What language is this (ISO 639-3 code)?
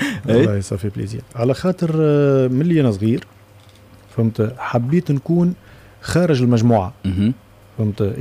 aeb